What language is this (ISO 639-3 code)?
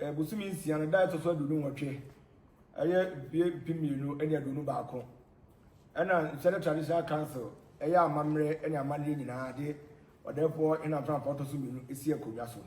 aka